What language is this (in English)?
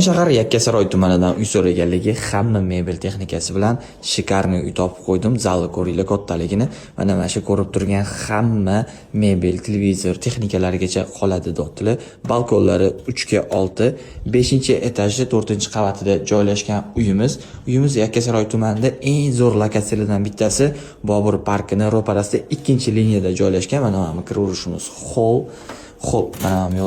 Uzbek